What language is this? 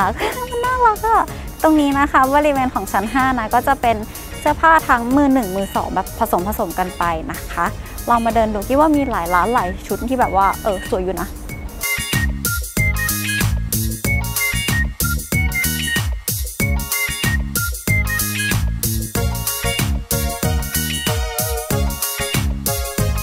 Thai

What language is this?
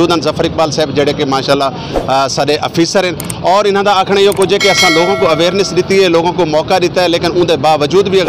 Saraiki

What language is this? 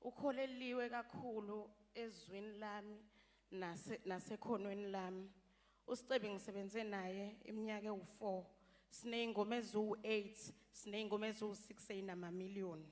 Zulu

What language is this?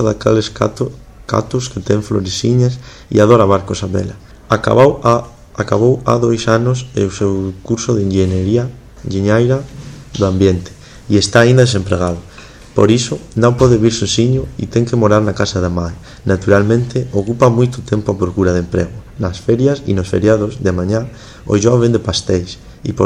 Galician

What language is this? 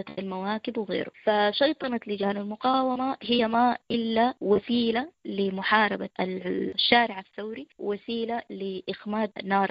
Sudanese Arabic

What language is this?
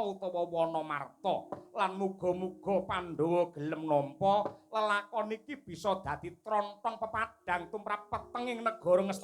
Javanese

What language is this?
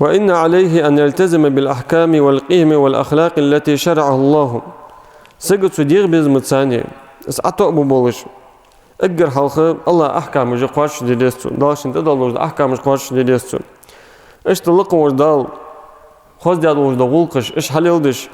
Ingush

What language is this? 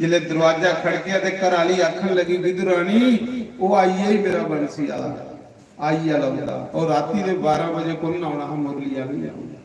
Dogri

